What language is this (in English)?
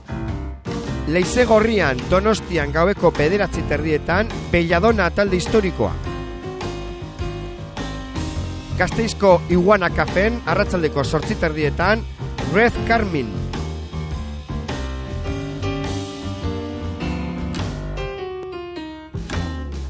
Basque